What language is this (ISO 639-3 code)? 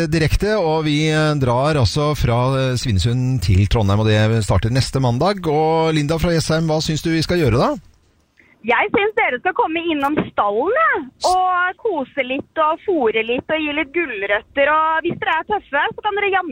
nor